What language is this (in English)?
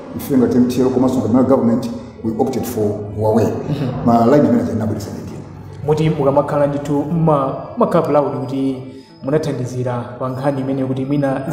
Nyanja